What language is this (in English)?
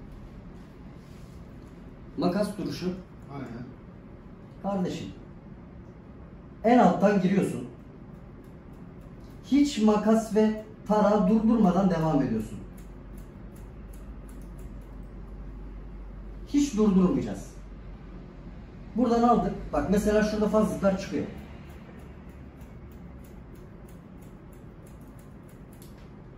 Turkish